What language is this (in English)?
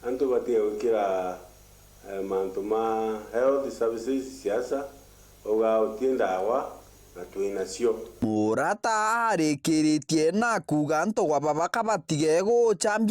Meru